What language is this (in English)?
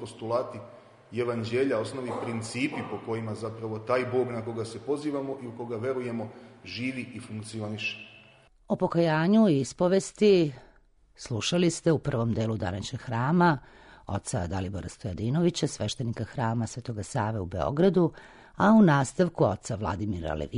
Serbian